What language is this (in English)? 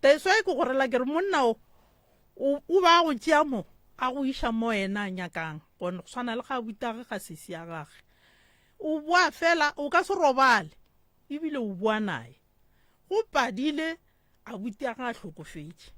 Northern Sotho